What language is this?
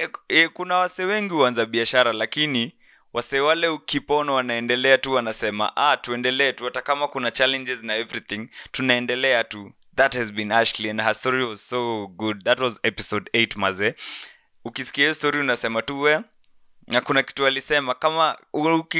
Swahili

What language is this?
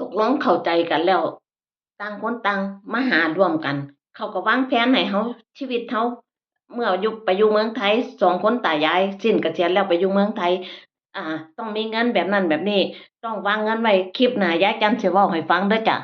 Northeastern Thai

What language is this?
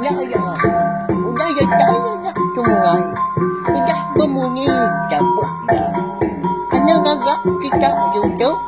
Iban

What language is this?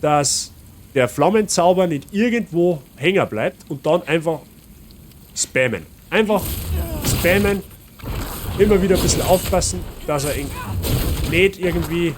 Bavarian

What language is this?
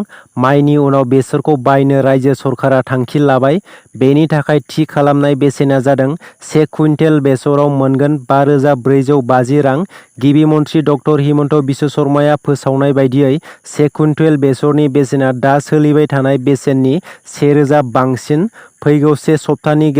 Bodo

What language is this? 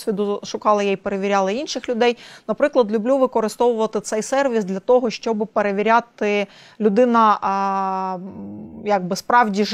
Ukrainian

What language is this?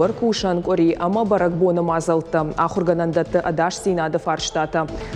Ossetic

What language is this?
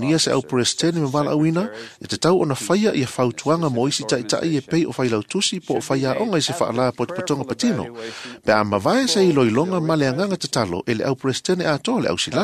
Samoan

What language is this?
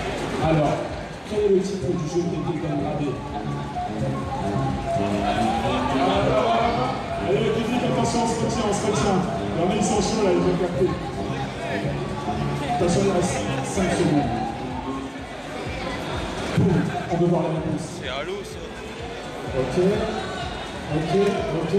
French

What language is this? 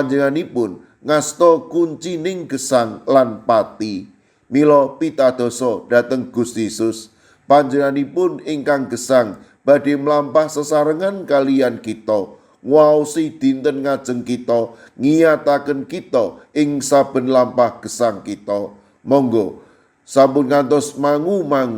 Javanese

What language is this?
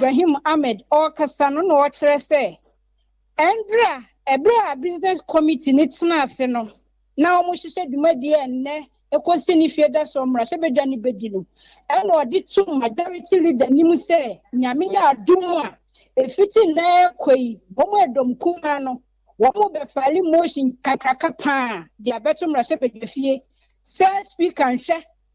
Akan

